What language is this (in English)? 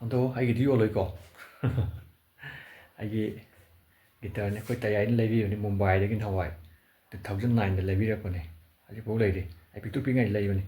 Manipuri